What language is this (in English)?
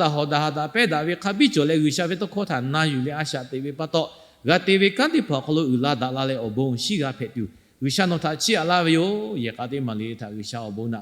Lahu